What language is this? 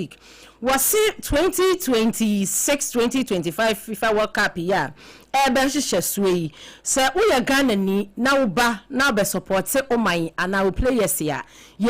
Akan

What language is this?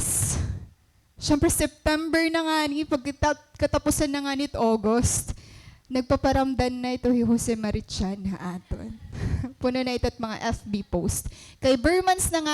Waray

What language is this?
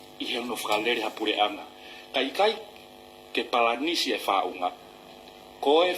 Tongan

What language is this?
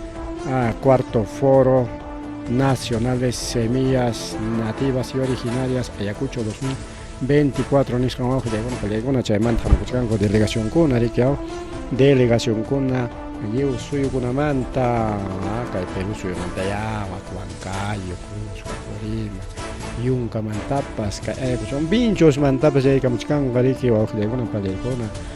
Ayacucho Quechua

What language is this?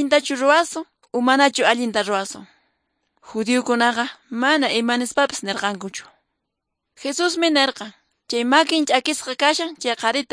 Quechua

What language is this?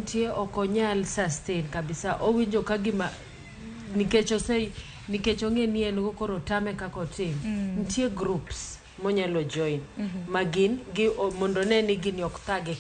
Luo (Kenya and Tanzania)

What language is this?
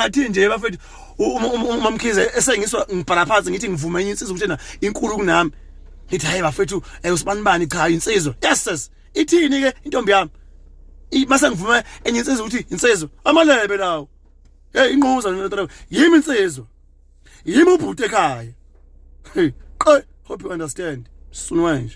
Zulu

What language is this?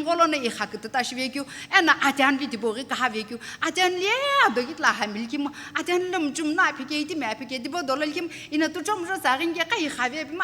Sumi Naga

